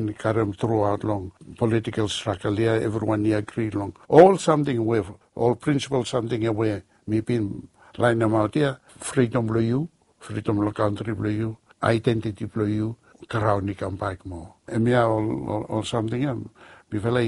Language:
Bislama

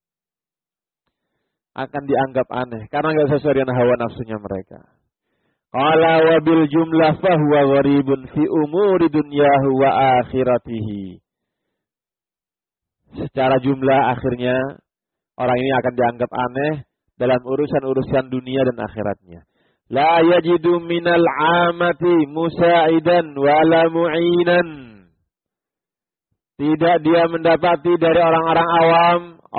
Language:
Indonesian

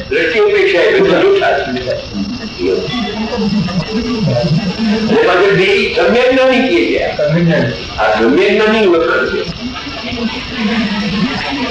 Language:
Gujarati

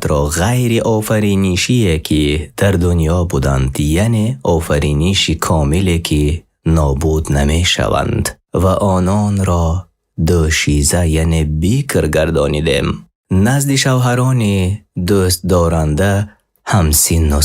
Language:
Persian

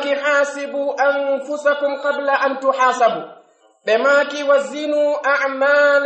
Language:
Pular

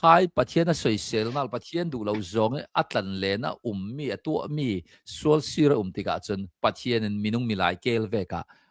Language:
Hakha Chin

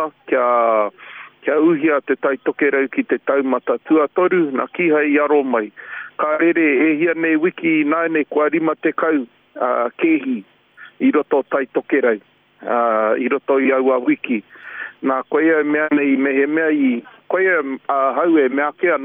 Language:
Māori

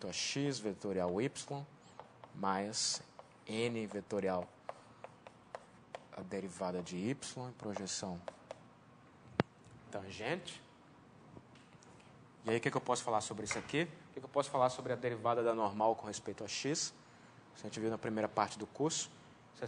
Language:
Portuguese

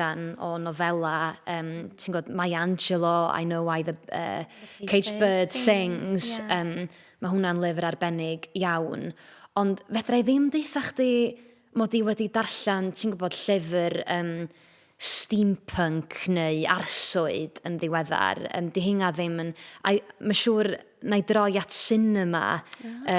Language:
Welsh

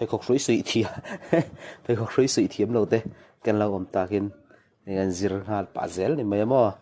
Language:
Mizo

